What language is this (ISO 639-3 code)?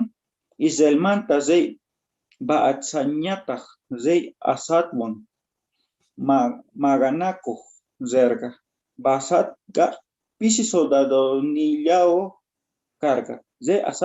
quh